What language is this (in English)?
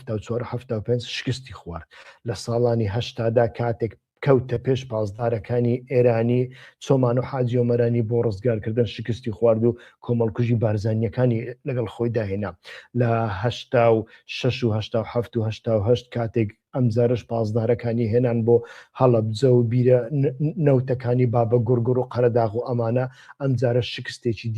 Central Kurdish